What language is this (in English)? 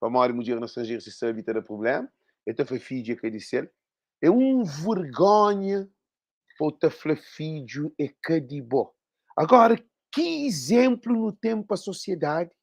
Kabuverdianu